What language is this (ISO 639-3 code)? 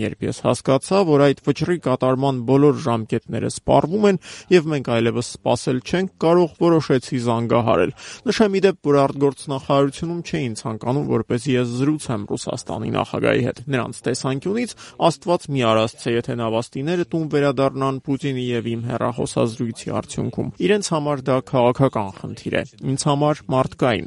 hye